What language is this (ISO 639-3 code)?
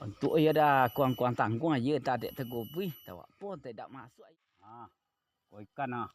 min